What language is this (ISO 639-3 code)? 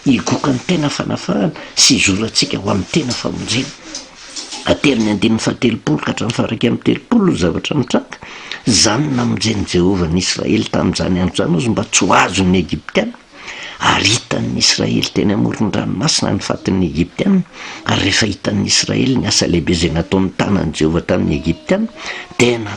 mlg